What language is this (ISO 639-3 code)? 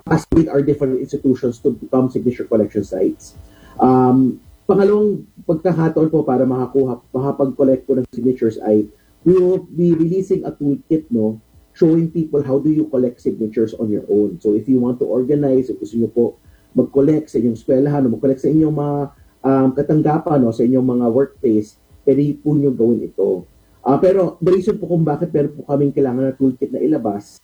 fil